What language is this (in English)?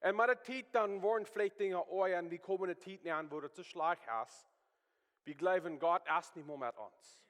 Plautdietsch